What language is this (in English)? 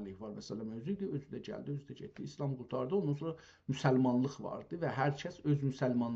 South Azerbaijani